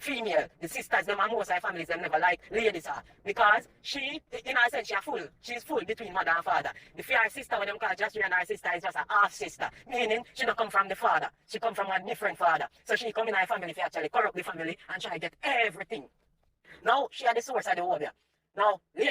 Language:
Jamaican Creole English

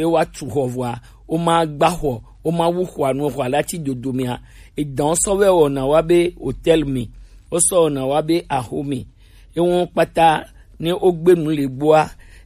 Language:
Gen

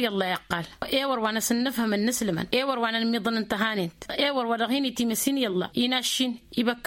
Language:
Tamasheq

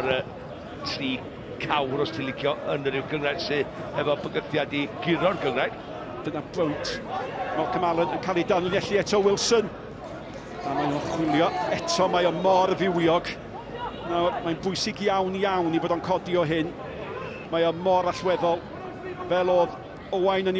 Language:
Welsh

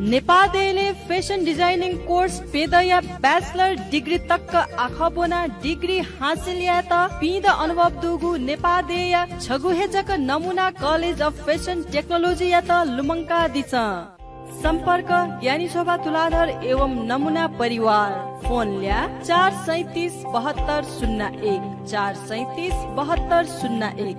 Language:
Newari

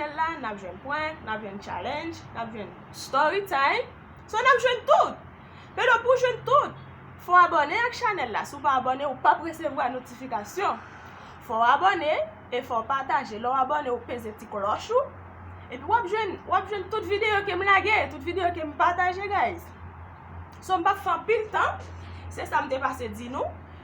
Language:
Haitian Creole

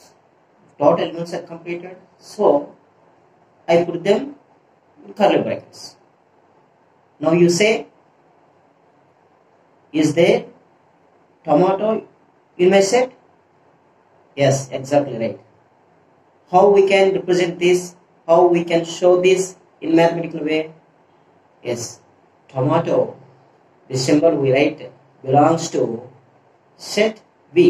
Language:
English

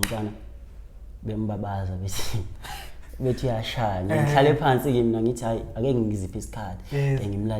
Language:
Zulu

